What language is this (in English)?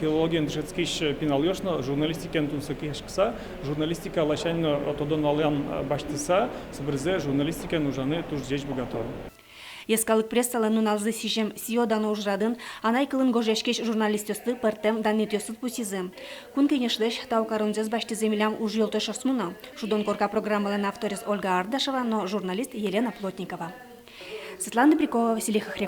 Udmurt